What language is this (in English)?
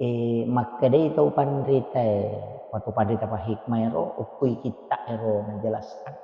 Buginese